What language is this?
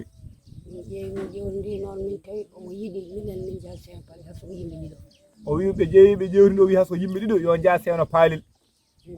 Fula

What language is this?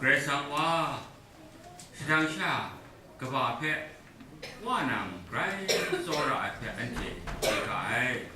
Kachin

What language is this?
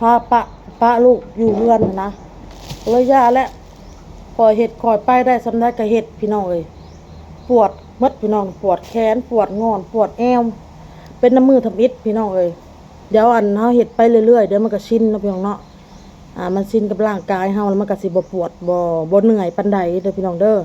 Lao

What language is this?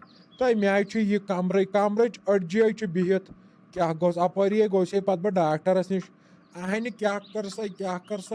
Kashmiri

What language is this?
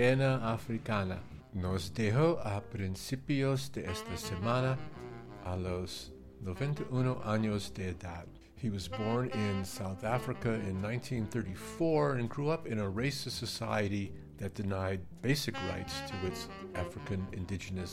English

